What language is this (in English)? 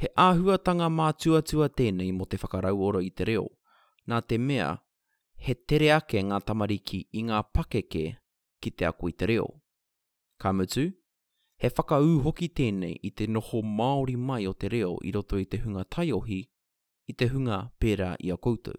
Māori